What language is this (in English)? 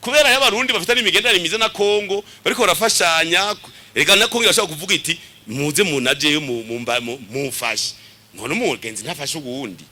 Rundi